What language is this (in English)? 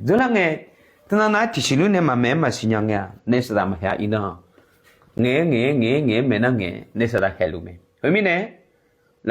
Akha